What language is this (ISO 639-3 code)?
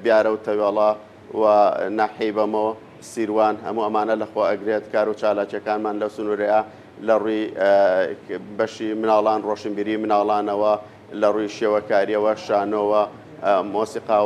ckb